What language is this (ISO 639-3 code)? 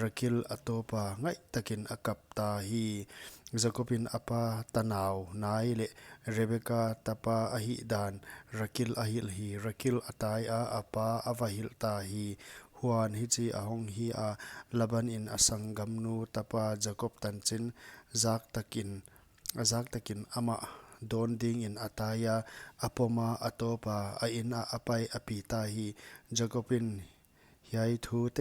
pck